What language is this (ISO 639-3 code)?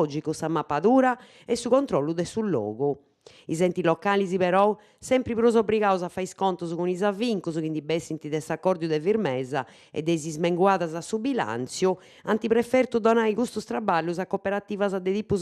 srd